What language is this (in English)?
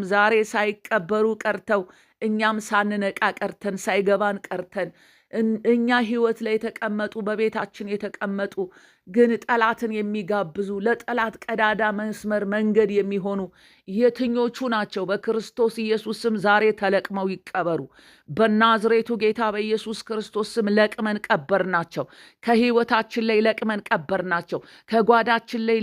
Amharic